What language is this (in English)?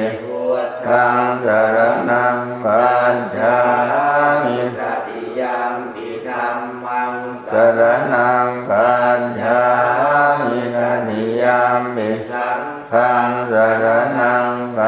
Pali